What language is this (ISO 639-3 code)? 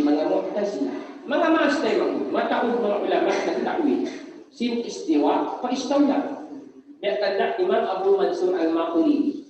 tsg